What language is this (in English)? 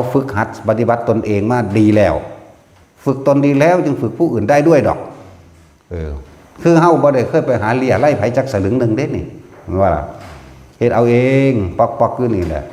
Northeastern Thai